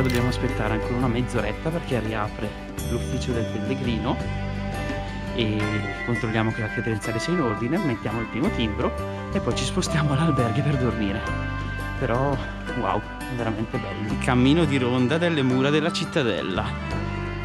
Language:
Italian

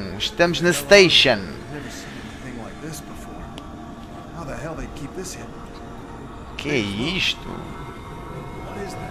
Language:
Portuguese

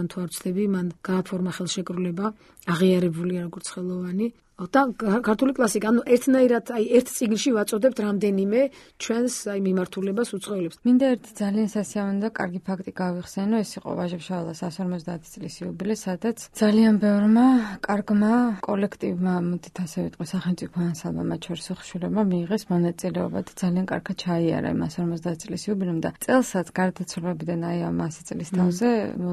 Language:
Georgian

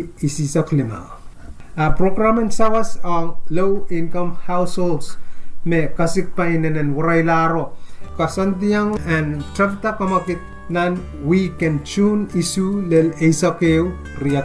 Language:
Pohnpeian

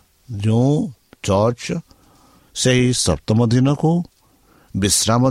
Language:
Odia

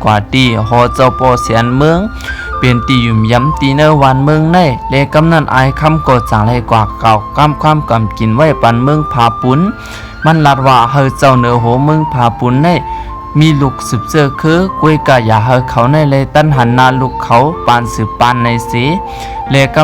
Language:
Shan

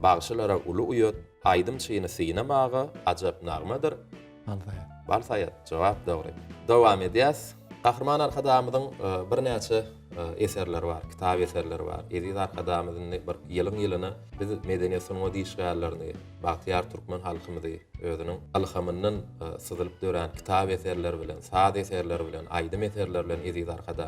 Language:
Turkmen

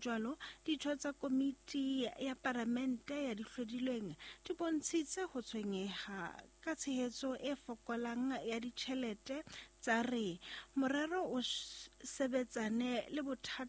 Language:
Southern Sotho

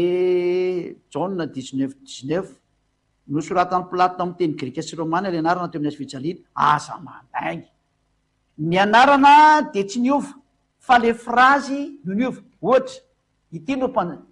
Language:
Malagasy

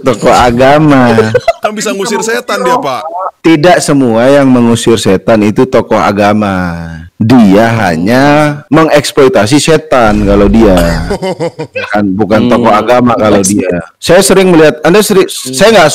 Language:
Indonesian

